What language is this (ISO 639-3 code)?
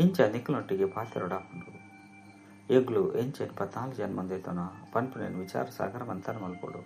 tcy